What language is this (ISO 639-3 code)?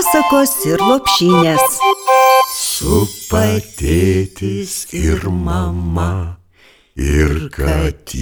lit